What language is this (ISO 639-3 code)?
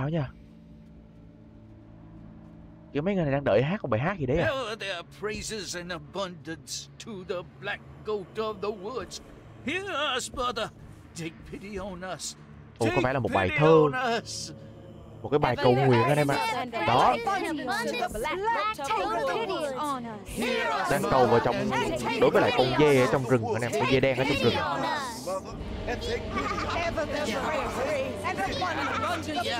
vie